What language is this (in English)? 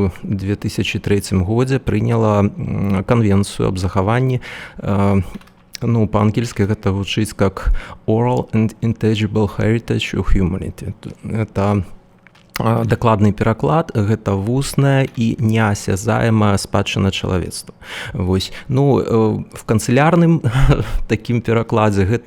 Belarusian